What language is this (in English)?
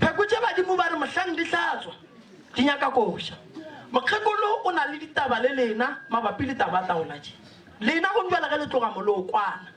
Northern Sotho